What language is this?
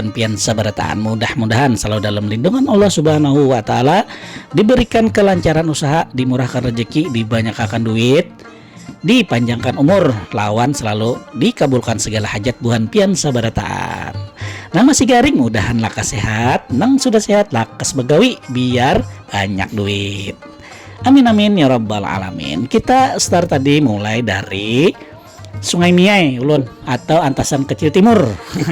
Banjar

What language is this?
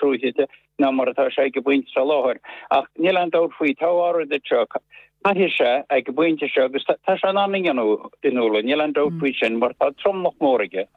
Irish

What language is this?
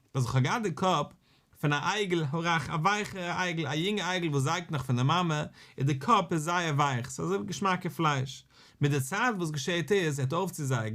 Yiddish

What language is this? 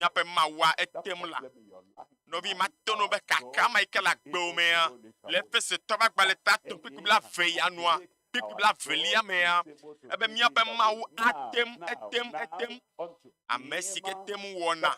Ewe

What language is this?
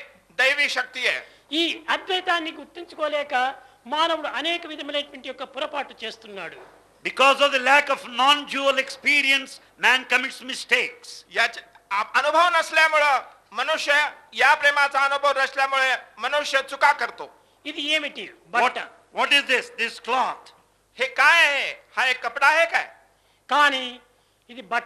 Telugu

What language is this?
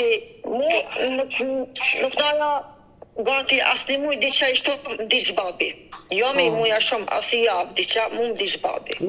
Albanian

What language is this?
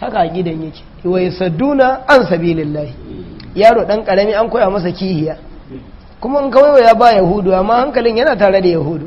Hausa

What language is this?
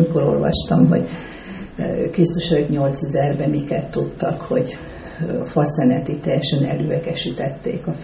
Hungarian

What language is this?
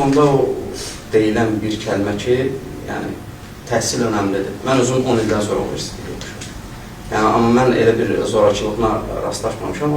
Azerbaijani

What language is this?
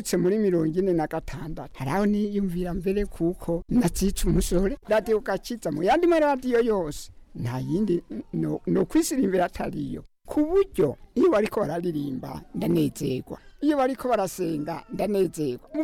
Rundi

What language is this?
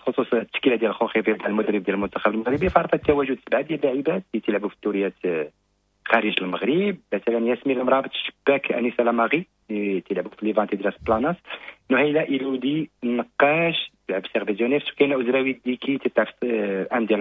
Moroccan Arabic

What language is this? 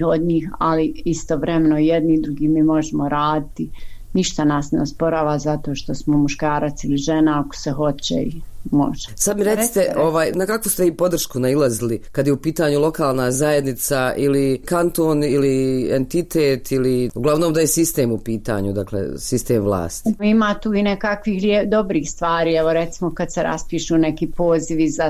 Croatian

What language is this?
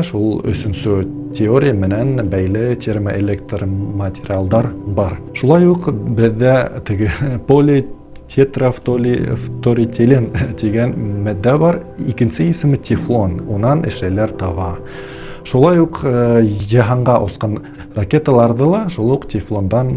Bashkir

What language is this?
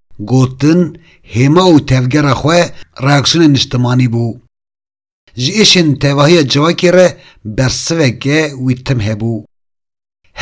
Kurdish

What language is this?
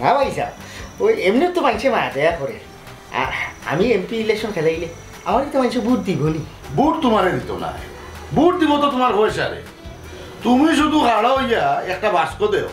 Sylheti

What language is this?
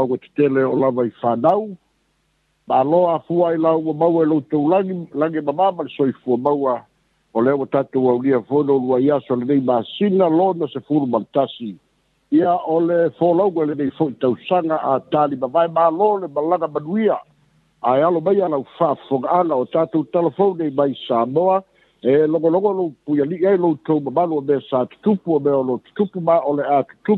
Samoan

